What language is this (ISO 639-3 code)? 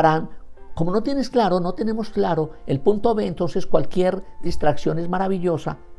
spa